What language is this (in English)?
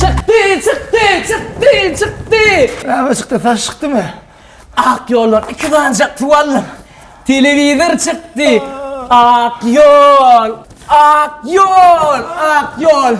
Turkmen